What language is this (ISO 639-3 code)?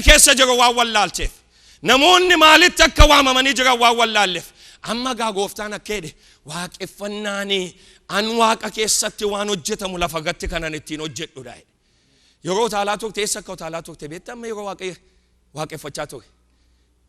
orm